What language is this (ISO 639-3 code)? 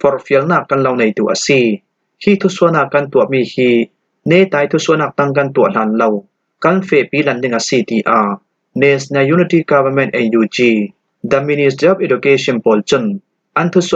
cfm